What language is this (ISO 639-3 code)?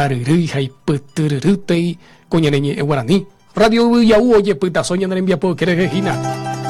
grn